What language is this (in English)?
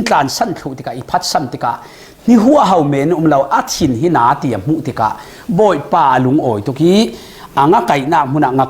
Falam Chin